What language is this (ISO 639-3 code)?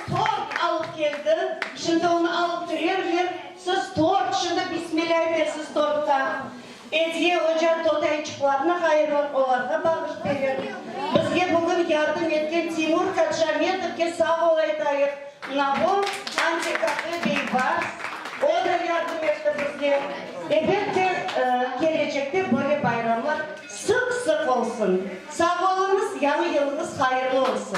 crh